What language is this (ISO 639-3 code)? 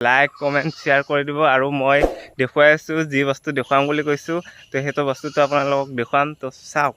asm